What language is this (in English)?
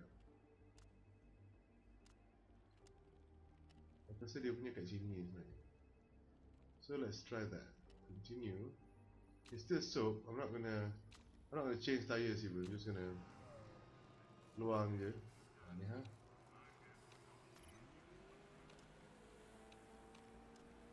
Malay